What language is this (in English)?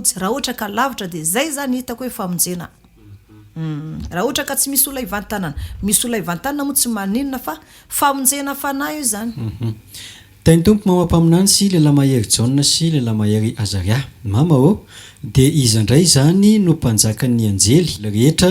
Malagasy